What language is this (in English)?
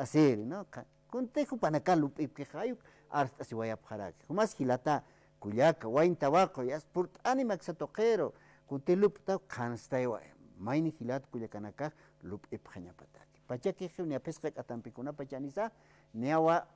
Aymara